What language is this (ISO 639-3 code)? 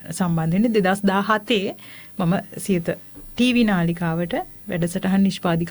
sin